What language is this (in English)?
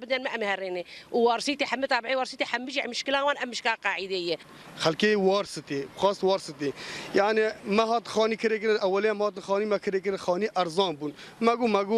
Kurdish